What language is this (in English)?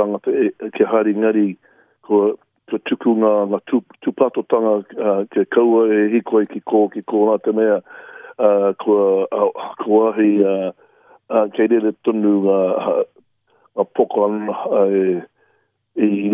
Māori